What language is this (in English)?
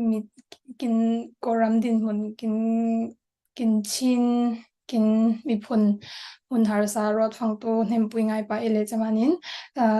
Falam Chin